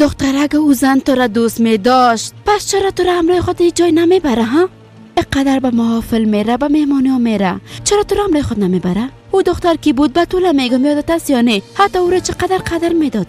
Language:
Persian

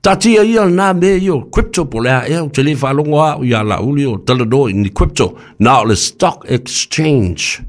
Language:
Samoan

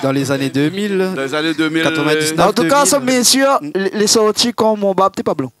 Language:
Réunion Creole French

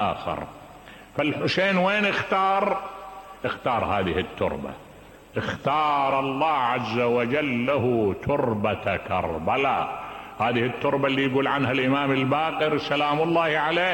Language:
Mesopotamian Arabic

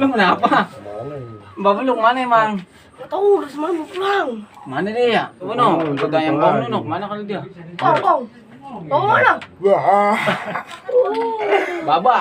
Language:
Betawi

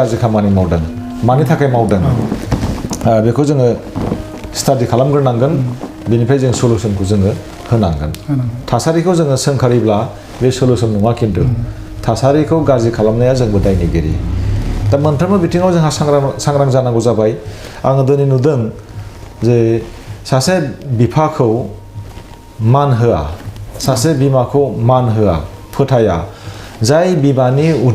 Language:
Bodo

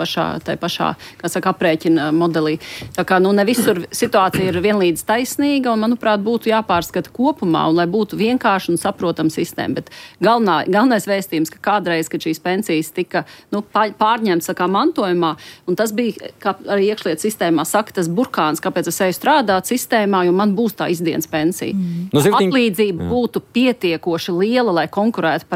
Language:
Latvian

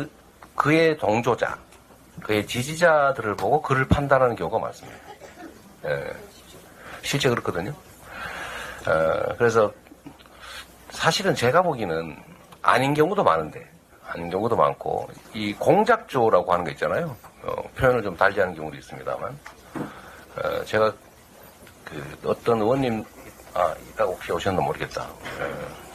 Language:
Korean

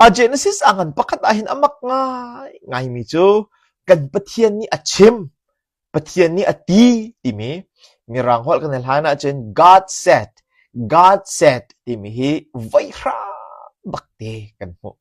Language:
Hakha Chin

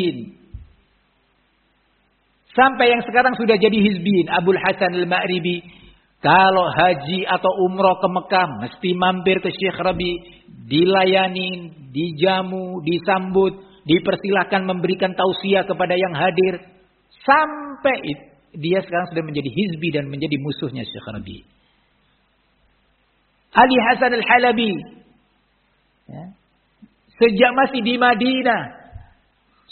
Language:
Indonesian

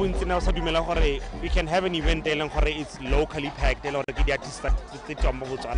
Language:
Tswana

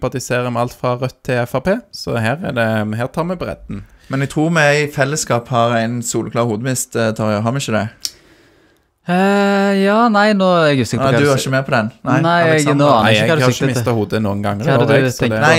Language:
Norwegian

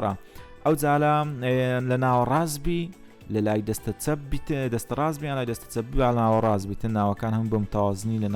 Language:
Central Kurdish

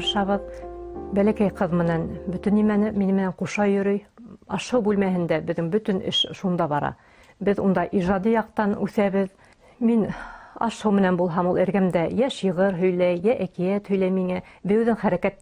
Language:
Bashkir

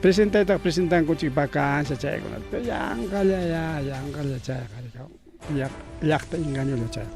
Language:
Ayacucho Quechua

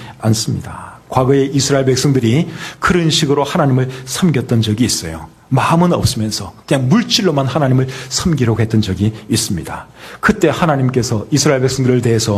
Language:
Korean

